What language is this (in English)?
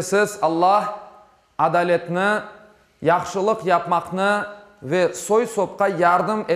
Crimean Tatar